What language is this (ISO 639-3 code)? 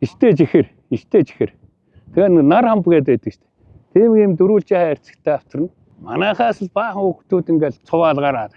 mon